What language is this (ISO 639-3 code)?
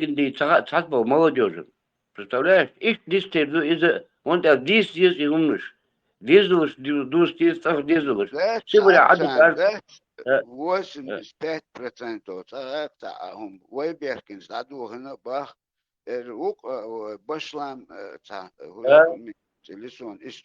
che